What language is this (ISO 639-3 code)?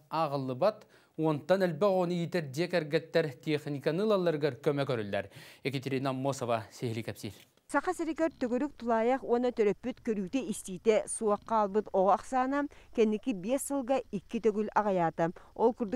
sah